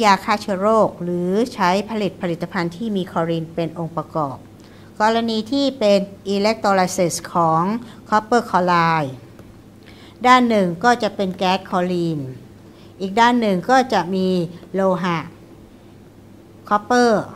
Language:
Thai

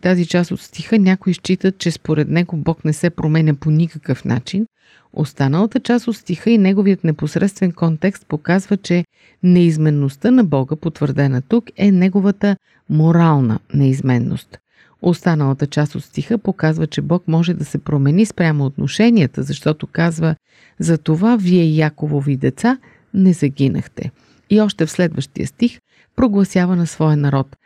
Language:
Bulgarian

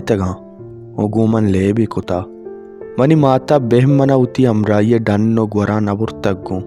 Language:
Baluchi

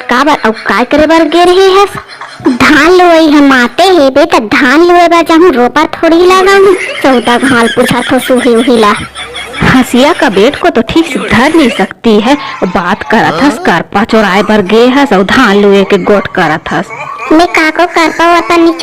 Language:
Chhattisgarhi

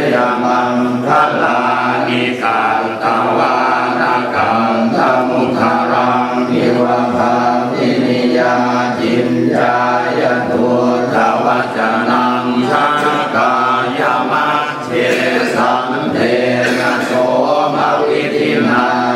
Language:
Pali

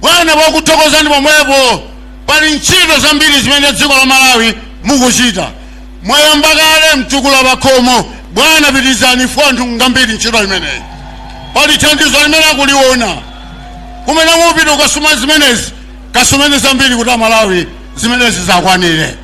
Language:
Nyanja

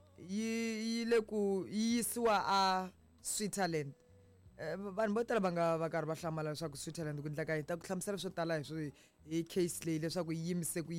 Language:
Tsonga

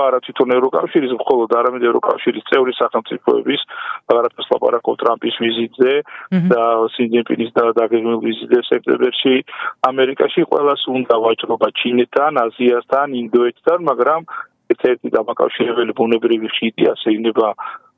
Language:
Georgian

